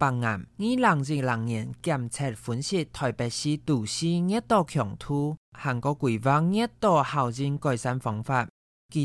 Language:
Hakka Chinese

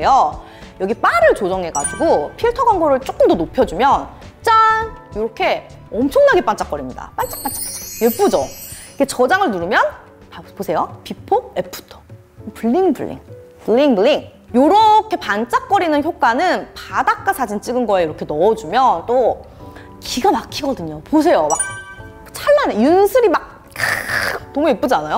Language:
Korean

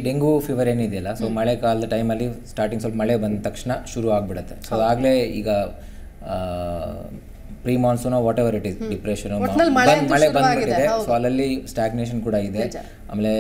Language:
Kannada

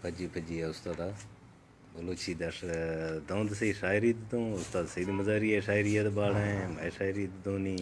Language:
Saraiki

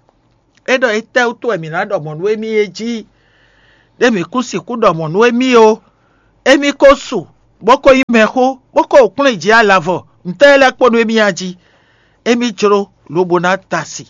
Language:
Fon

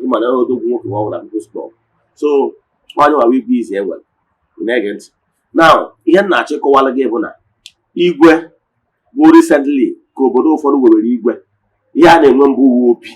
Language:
Igbo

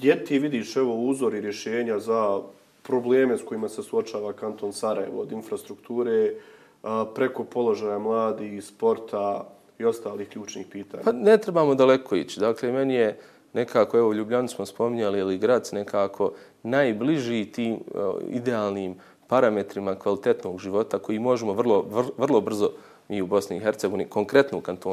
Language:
Bosnian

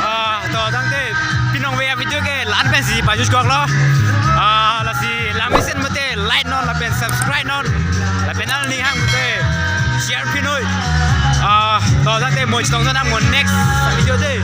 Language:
Karbi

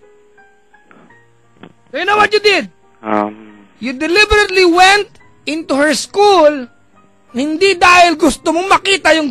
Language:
Filipino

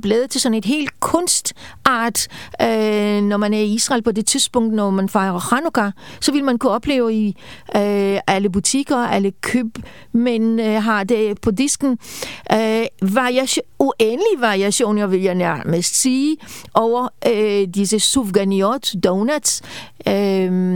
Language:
Danish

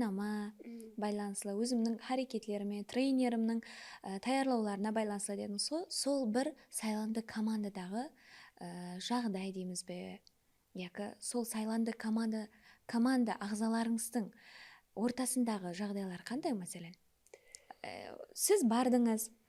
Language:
Kara-Kalpak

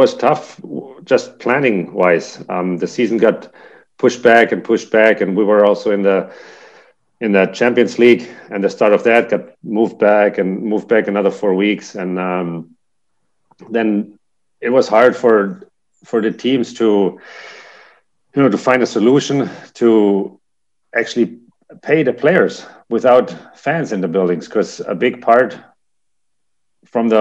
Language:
English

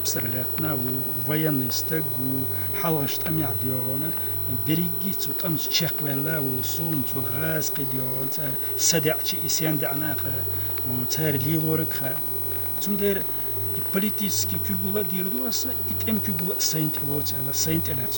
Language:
Chechen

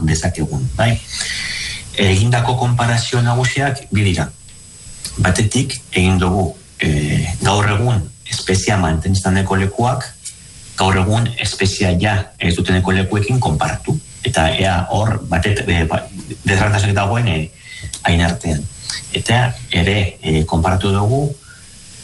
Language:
Basque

